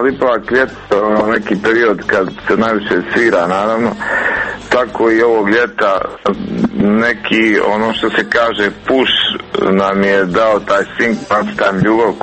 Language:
Croatian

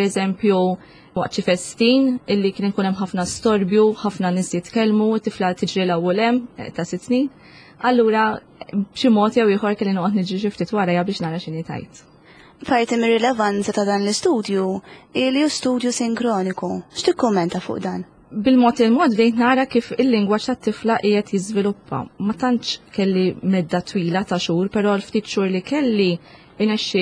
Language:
Maltese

